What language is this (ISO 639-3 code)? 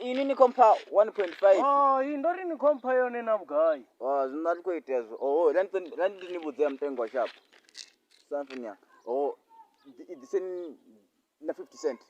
ven